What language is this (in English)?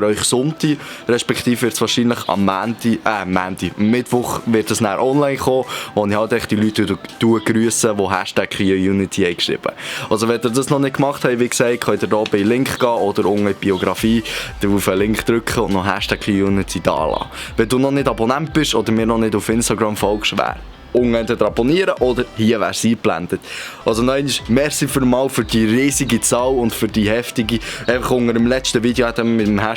Swiss German